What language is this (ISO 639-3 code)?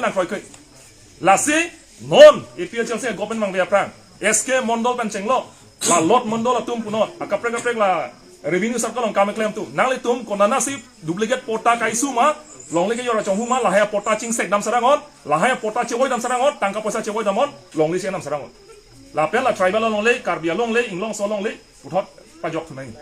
mjw